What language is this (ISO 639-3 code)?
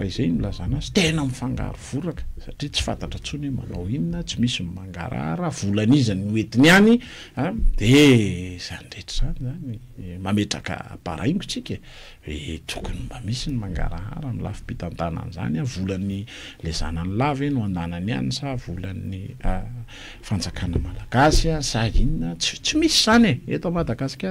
mlg